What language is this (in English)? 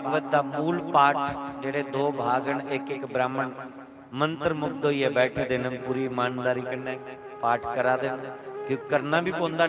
Dogri